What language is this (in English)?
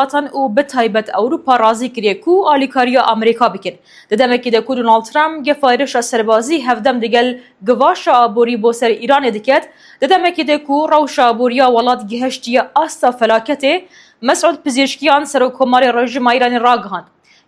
Kurdish